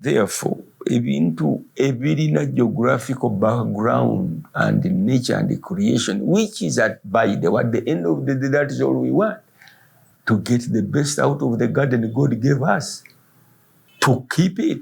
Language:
Ganda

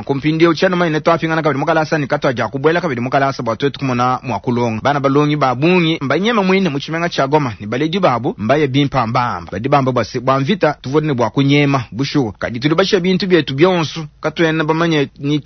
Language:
Luba-Lulua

